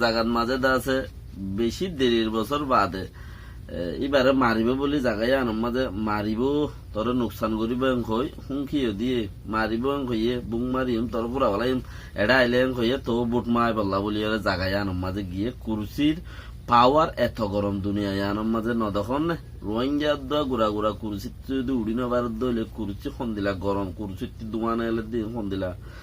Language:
Rohingya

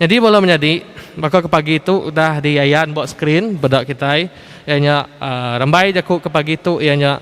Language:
Iban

